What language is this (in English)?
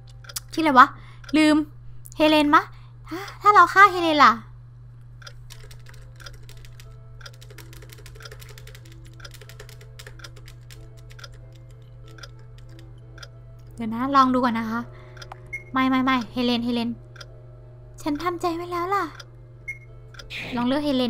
Thai